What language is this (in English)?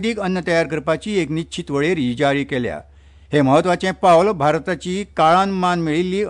Konkani